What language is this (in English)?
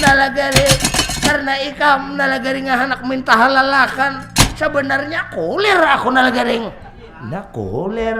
Banjar